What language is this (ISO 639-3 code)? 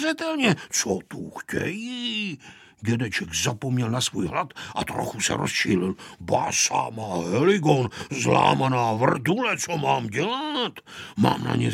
ces